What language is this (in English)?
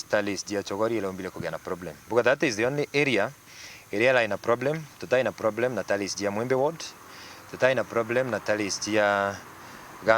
Meru